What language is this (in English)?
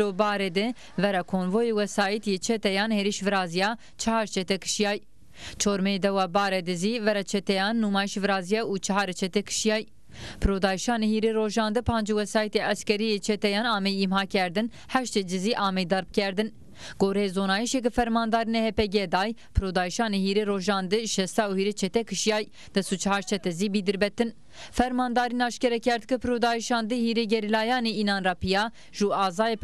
Zaza